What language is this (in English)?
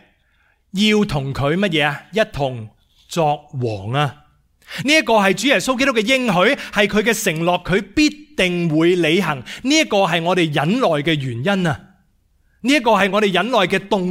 Cantonese